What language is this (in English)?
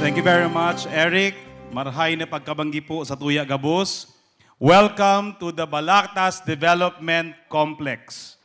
Bikol